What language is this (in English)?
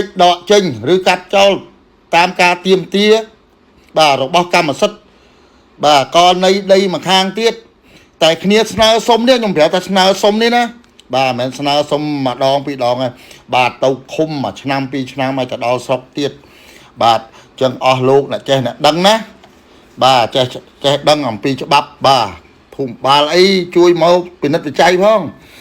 Khmer